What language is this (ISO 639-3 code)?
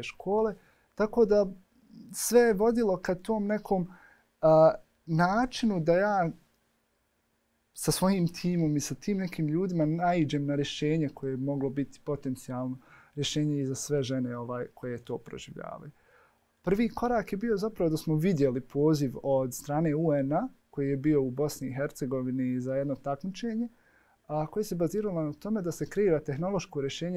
bos